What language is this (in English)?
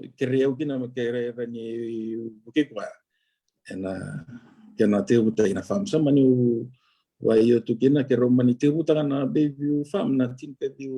Fijian